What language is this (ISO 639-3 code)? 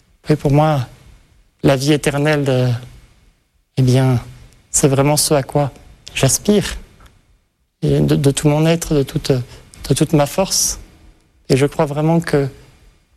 fra